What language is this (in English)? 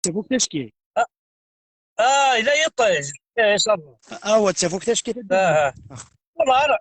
Kabyle